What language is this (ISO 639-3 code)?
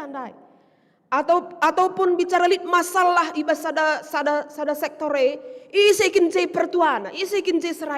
btx